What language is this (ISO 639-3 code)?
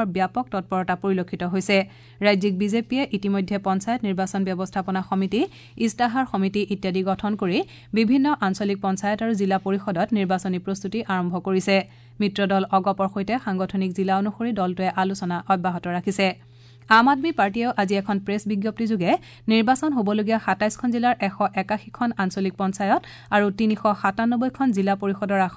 asm